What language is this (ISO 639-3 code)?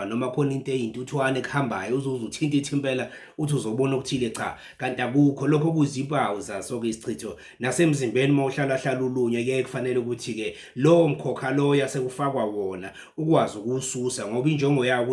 zul